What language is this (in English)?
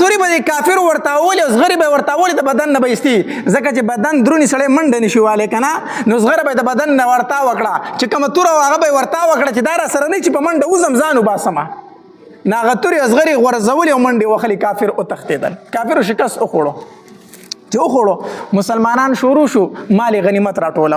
Pashto